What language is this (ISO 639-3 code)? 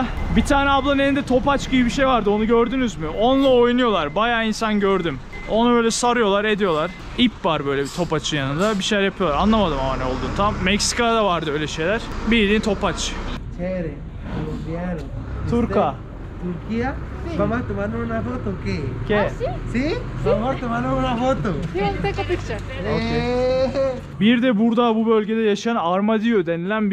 tur